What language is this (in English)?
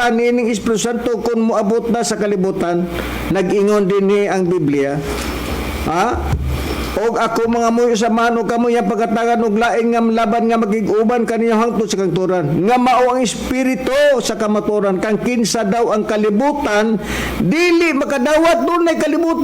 Cebuano